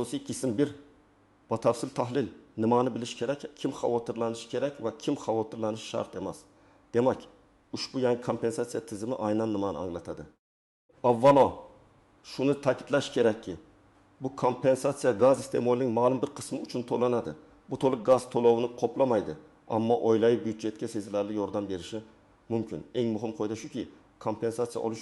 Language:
Uzbek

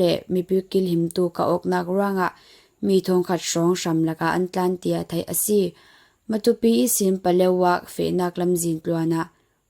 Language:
Falam Chin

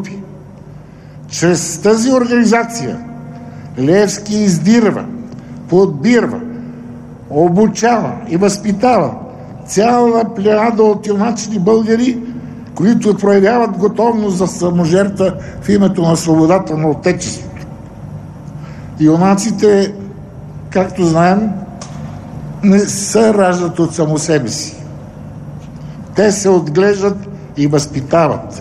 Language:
Bulgarian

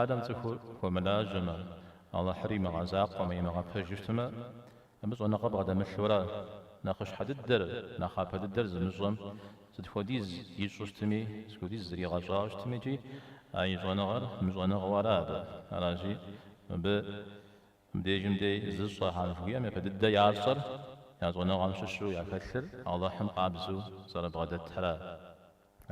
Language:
Kabardian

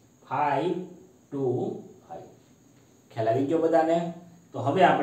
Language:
Gujarati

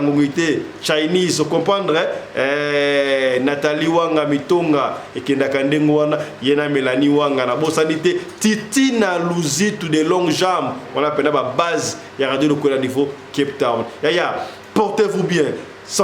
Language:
Lingala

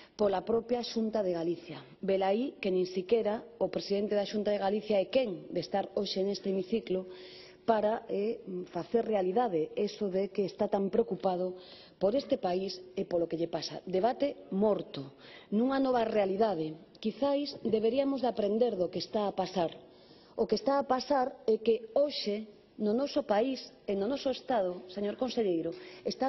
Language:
Galician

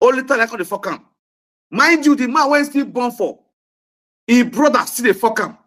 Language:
Nigerian Pidgin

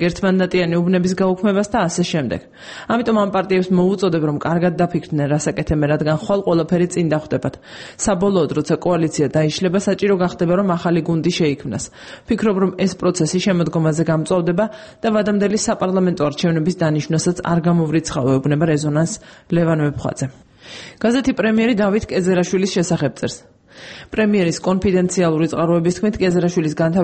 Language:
Georgian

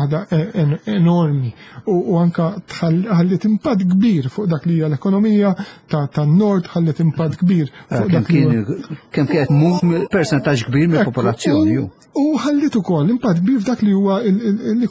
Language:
Maltese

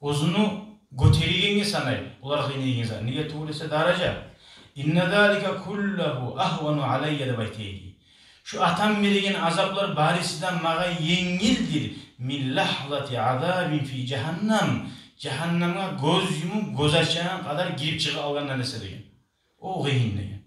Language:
Kumyk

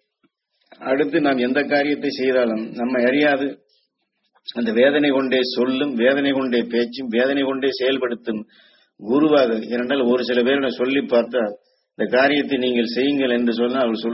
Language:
Tamil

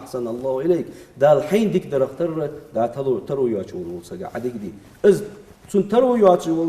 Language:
Ingush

